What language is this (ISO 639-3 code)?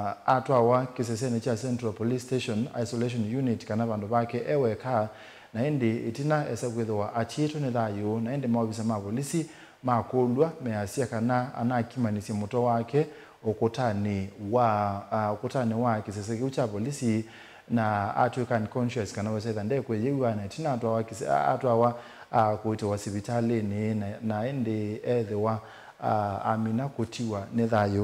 kam